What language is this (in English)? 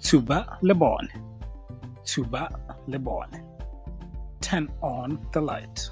Tswana